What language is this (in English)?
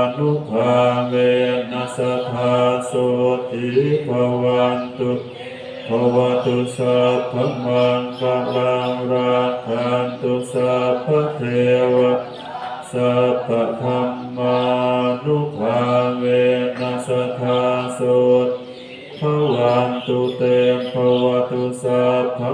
Pali